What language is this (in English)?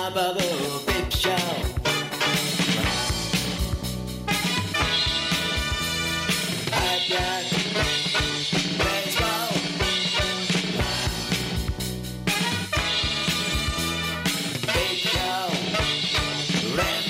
Czech